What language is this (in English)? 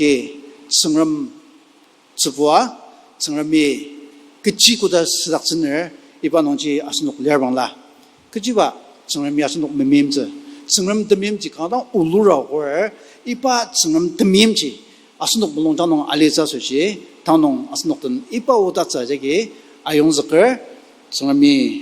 Ao Naga